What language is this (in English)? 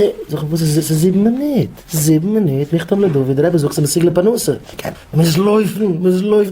Yiddish